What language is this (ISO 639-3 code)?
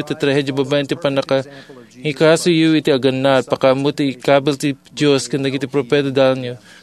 ilo